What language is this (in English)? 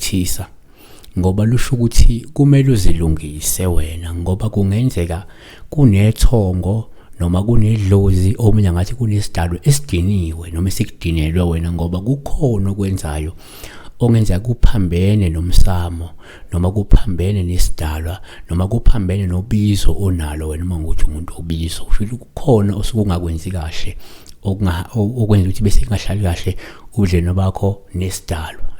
Zulu